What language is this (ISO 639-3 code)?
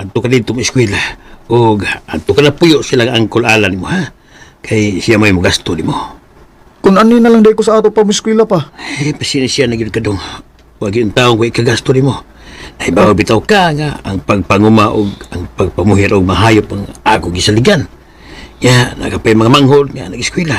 ceb